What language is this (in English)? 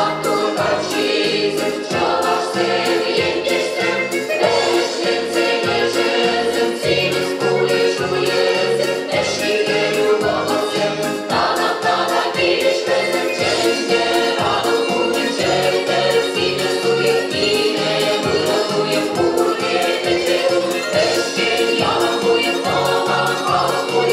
Chuvash